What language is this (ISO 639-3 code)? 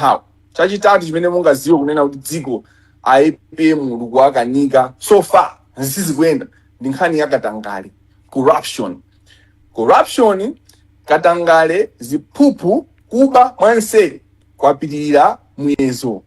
nya